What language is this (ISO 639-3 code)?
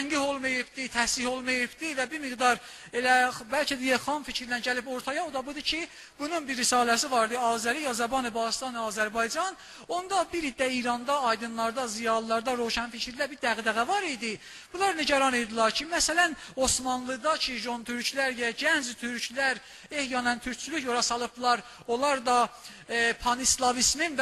azb